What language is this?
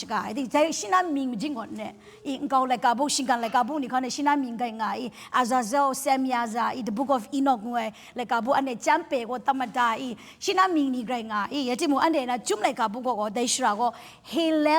Kachin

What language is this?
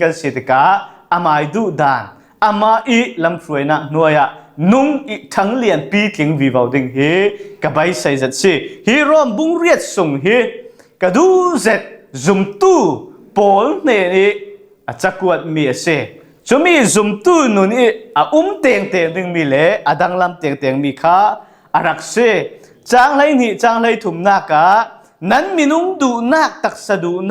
Falam Chin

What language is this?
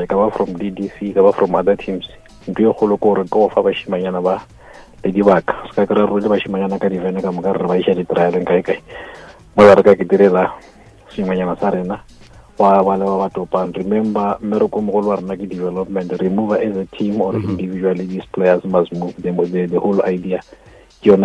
Northern Sotho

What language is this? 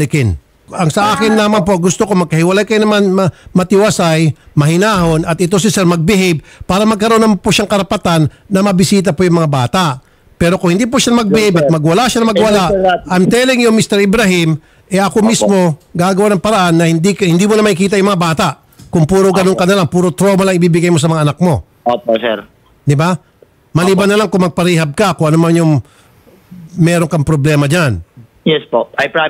Filipino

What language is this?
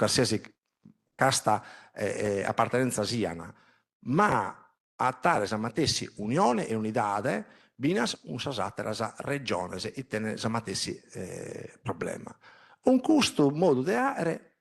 Sardinian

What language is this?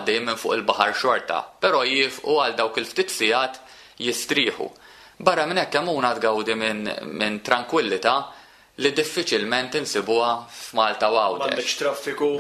Maltese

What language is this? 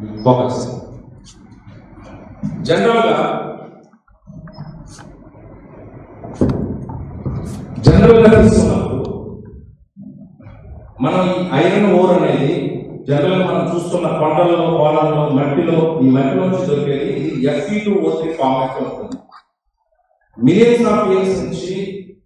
Telugu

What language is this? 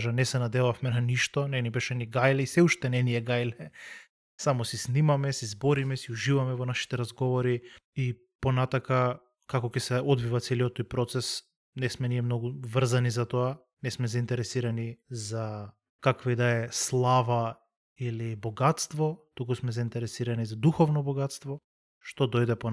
Macedonian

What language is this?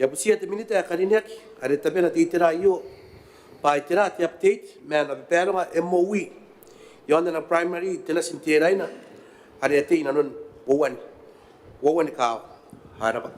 Gilbertese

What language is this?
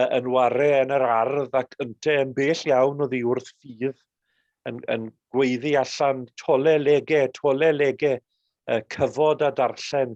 Welsh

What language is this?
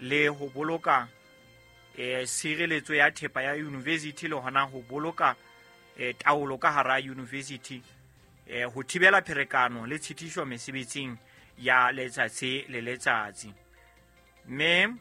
Southern Sotho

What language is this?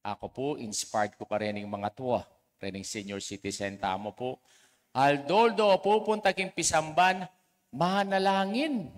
Pampanga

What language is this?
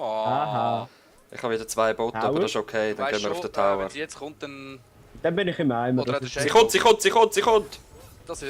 Swiss German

